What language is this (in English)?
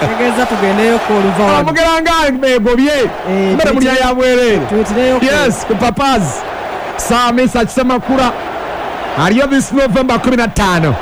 Ganda